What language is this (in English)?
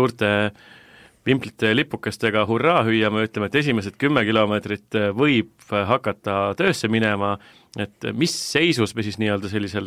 Estonian